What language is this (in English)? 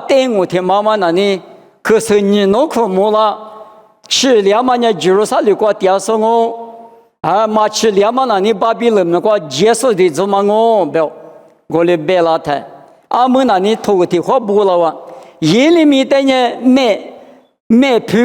Lisu